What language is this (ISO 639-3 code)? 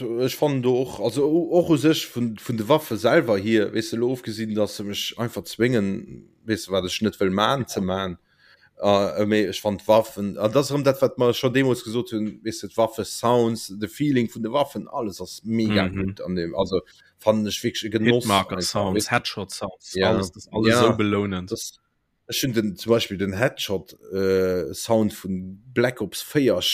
ltz